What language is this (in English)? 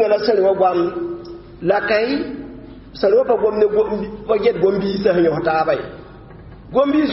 Mossi